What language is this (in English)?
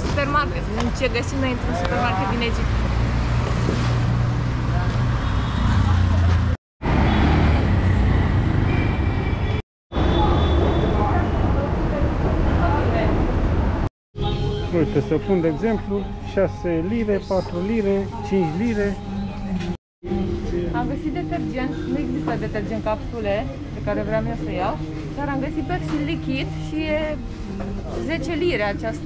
Romanian